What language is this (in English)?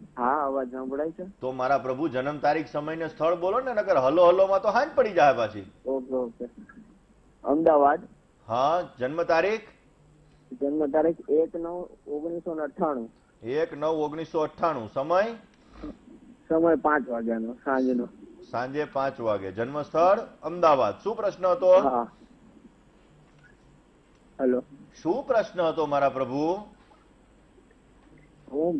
Gujarati